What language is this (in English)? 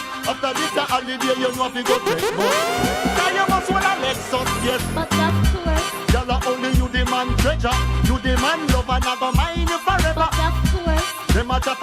Jamaican Creole English